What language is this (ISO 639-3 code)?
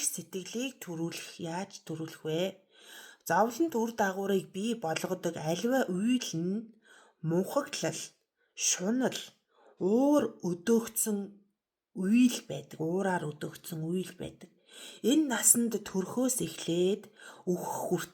mon